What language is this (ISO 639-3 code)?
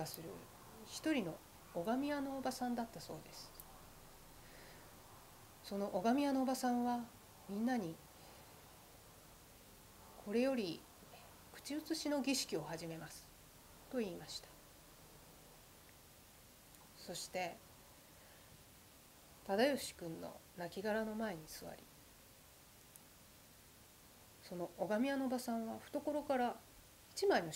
jpn